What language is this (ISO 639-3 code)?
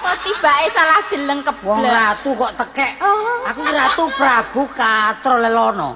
jav